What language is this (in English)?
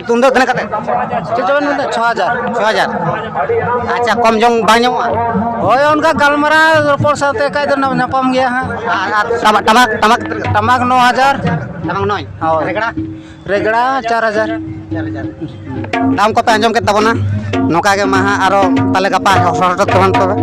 Santali